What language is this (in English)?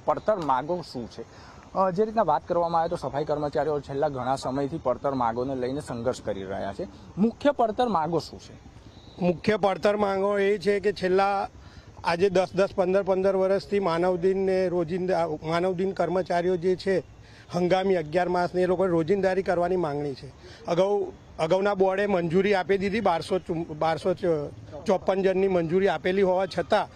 Gujarati